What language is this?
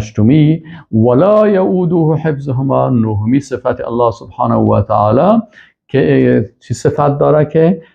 Persian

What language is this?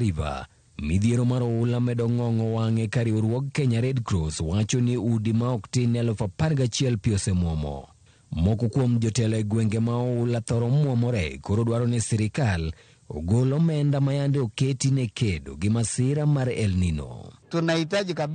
Luo (Kenya and Tanzania)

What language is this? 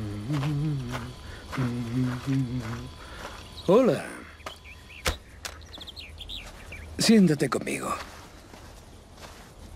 Spanish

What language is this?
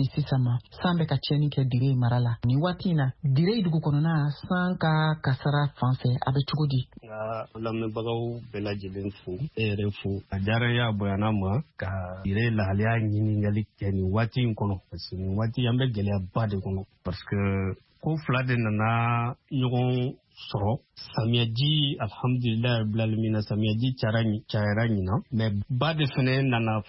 Bambara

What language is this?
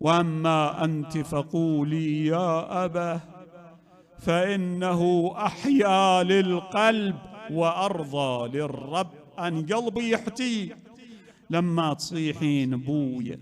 Mesopotamian Arabic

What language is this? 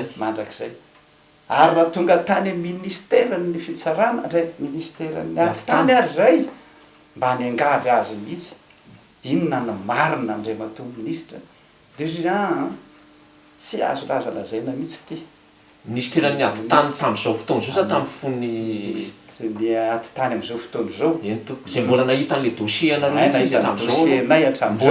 Malagasy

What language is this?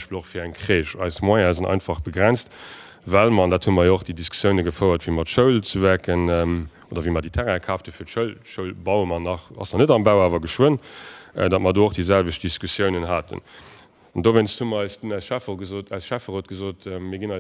Luxembourgish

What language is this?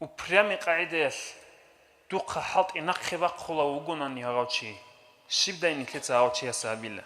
Avaric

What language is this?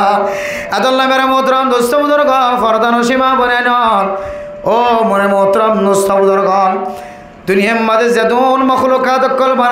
Rohingya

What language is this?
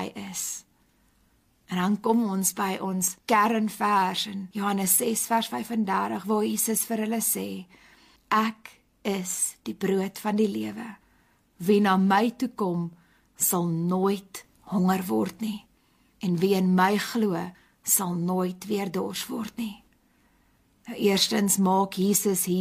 Afrikaans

